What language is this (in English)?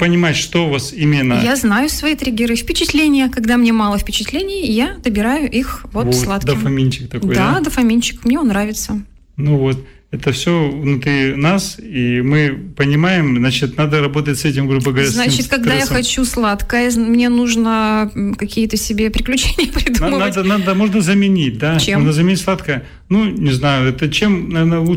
Russian